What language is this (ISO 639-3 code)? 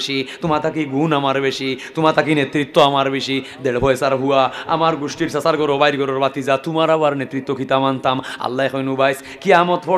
syl